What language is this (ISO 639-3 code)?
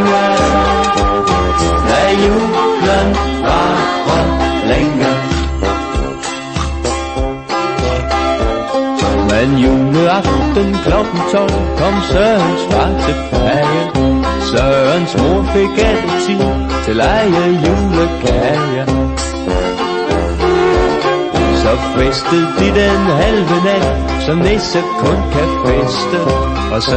dan